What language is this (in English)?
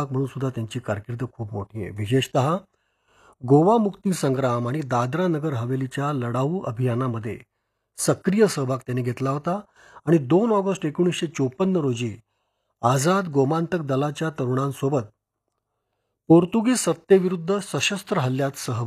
Marathi